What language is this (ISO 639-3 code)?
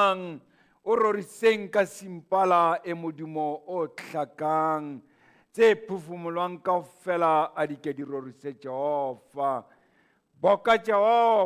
sot